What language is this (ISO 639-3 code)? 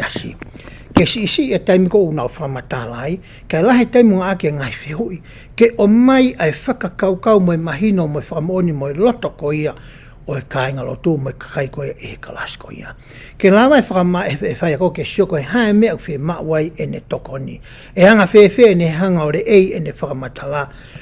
ton